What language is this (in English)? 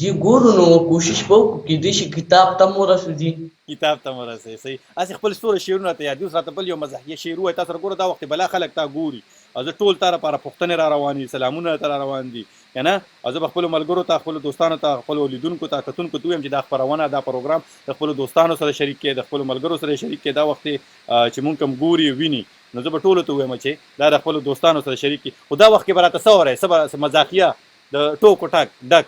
Pashto